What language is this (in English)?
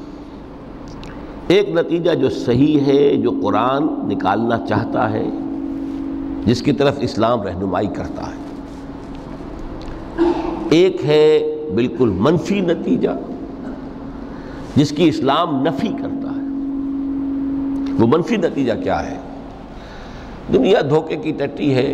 Urdu